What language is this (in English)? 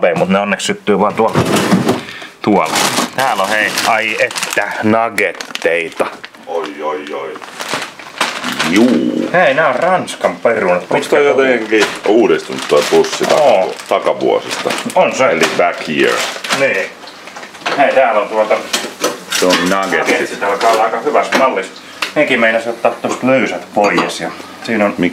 Finnish